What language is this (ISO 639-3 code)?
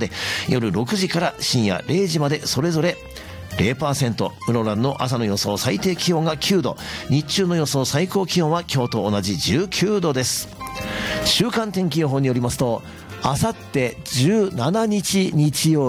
jpn